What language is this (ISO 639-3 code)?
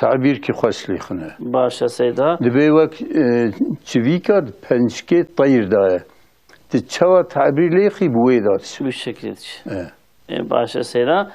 kur